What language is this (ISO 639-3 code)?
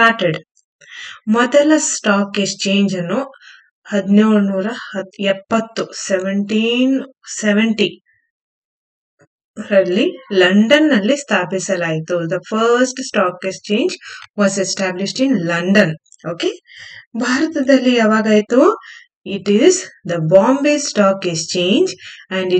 kan